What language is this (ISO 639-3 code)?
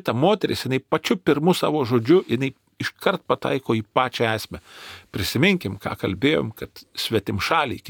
lit